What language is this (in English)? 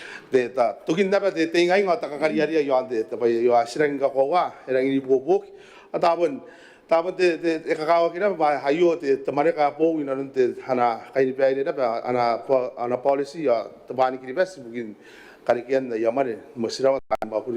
Gilbertese